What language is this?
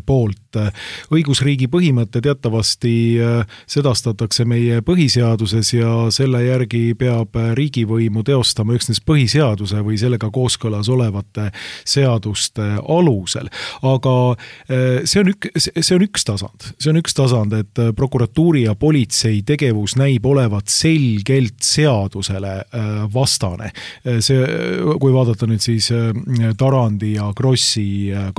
Estonian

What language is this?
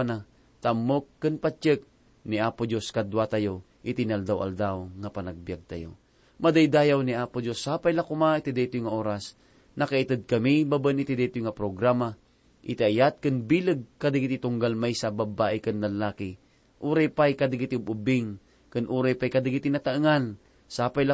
Iloko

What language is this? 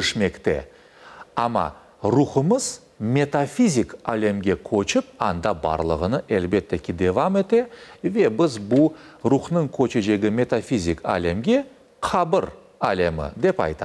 Crimean Tatar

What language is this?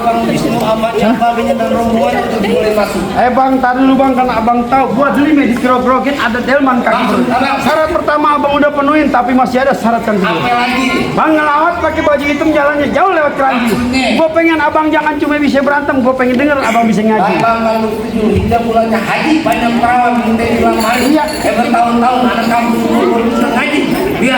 Betawi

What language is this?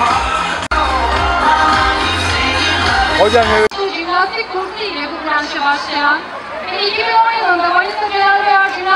Turkish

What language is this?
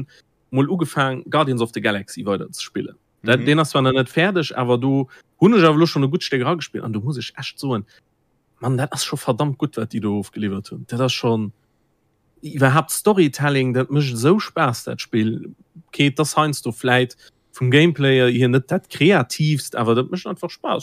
Luxembourgish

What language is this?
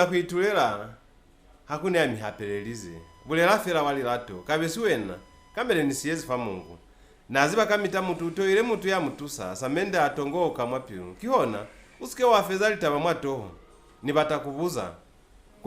Lozi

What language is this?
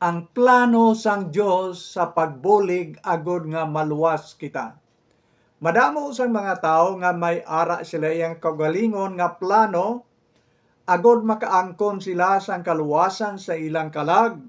Hiligaynon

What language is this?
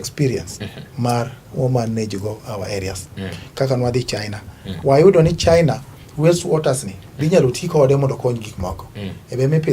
Luo (Kenya and Tanzania)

